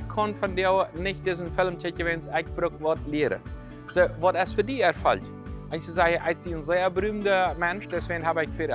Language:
Plautdietsch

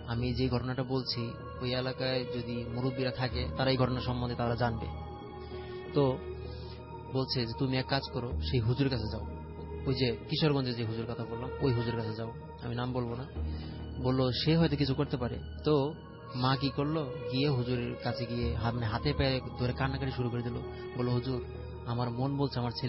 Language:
Bangla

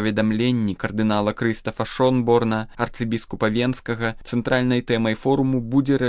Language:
Belarusian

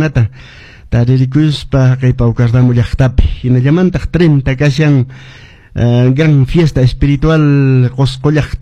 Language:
Quechua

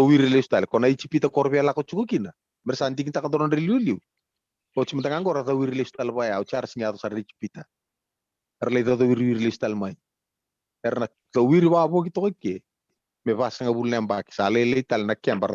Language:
Fijian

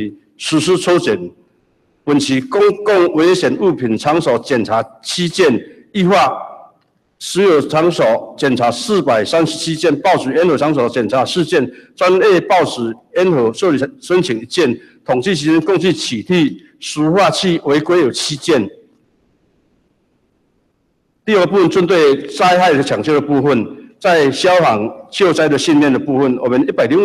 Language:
Chinese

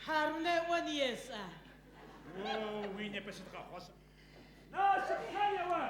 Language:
Adyghe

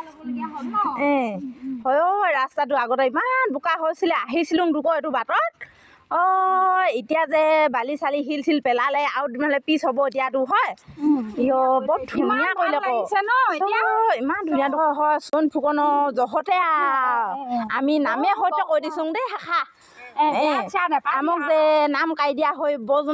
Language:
Assamese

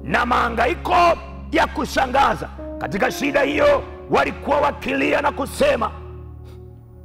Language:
Swahili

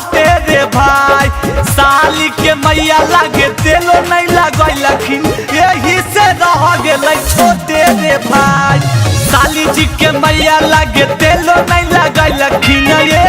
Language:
Magahi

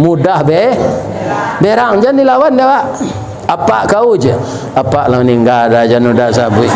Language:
Minangkabau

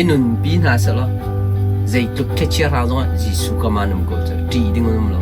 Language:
Hakha Chin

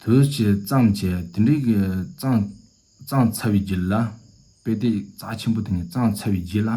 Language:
Tibetan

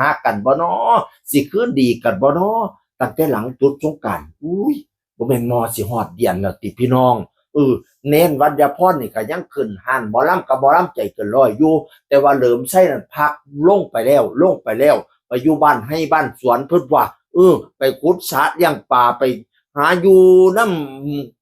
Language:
Northeastern Thai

